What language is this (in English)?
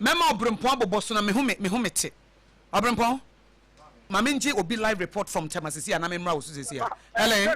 Akan